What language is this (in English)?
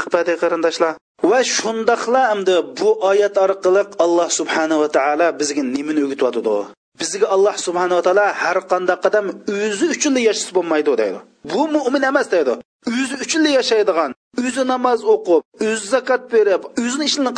Uyghur